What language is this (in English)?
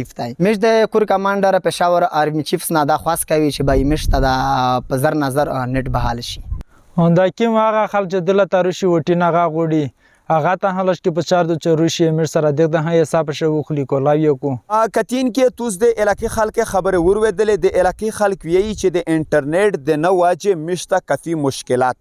Pashto